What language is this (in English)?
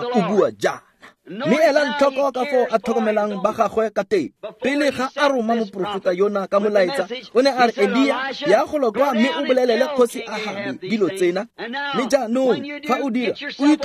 Tswana